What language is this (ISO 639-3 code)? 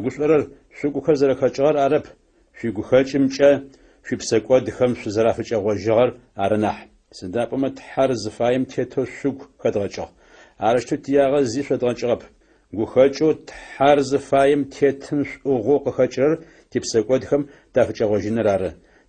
ady